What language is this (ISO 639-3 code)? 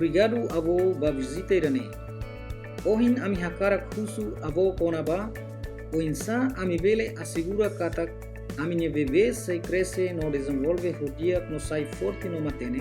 tet